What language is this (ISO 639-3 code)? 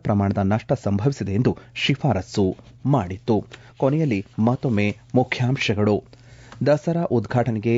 kan